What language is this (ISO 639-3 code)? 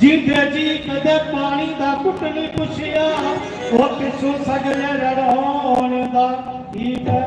doi